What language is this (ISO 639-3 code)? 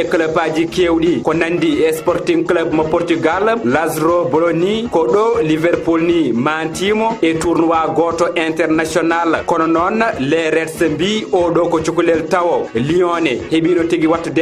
ful